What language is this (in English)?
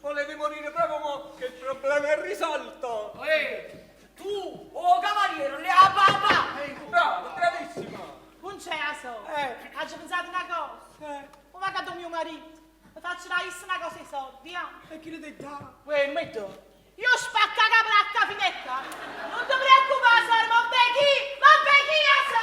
Neapolitan